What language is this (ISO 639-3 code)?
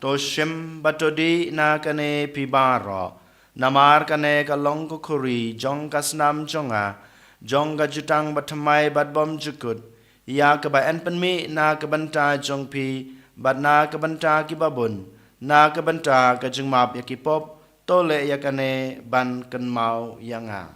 kha